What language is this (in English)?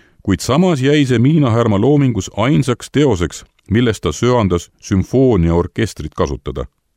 Estonian